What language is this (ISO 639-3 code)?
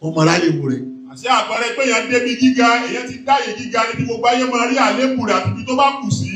yor